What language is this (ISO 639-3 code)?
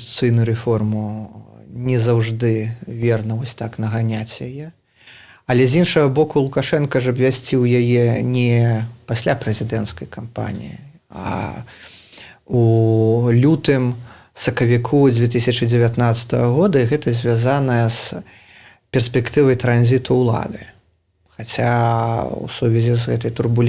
bel